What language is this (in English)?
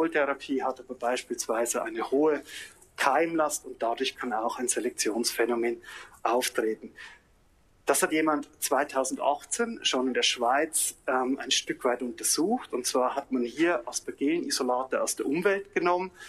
German